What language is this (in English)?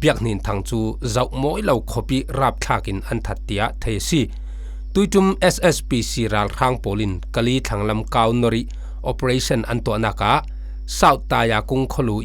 Falam Chin